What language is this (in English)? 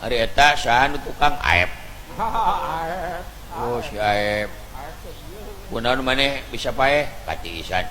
Sundanese